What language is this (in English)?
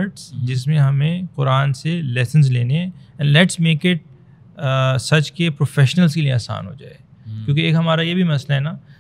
Urdu